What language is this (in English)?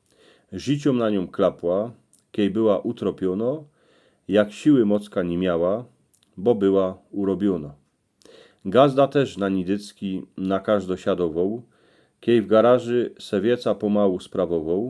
Silesian